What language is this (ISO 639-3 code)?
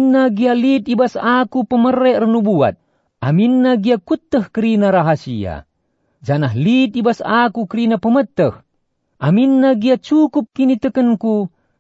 btx